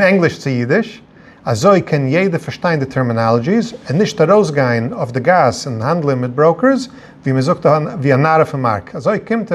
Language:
Yiddish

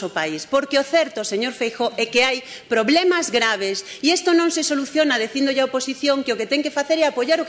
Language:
Galician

